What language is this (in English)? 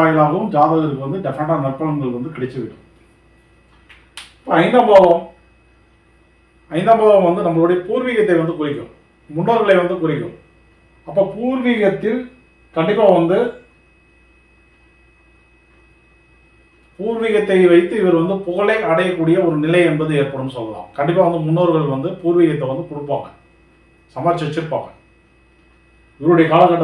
Tamil